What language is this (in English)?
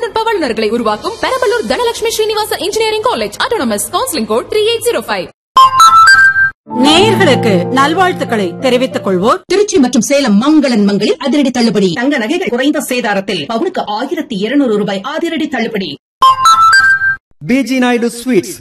Tamil